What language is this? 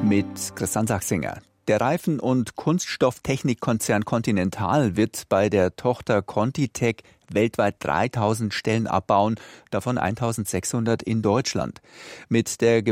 German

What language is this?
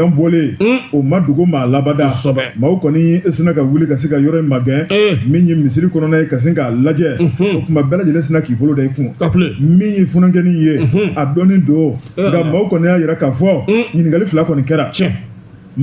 Bambara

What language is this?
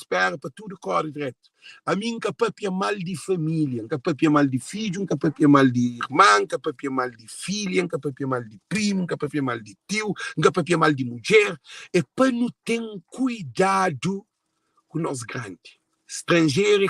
Kabuverdianu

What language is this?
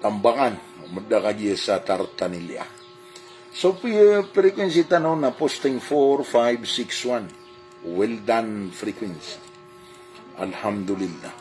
Maranao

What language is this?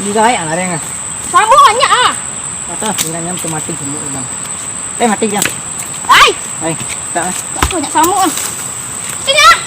Minangkabau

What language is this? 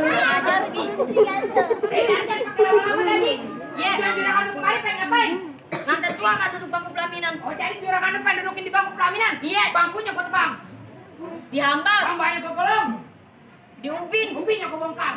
Betawi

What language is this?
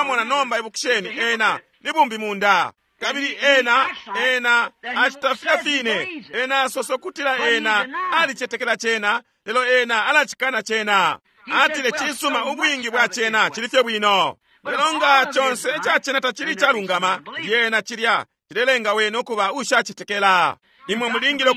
Bemba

